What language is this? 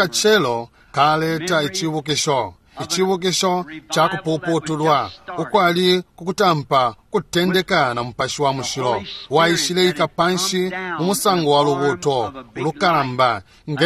Bemba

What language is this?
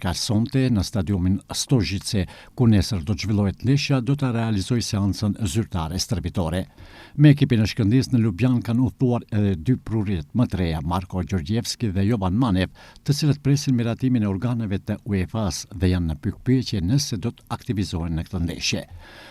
Albanian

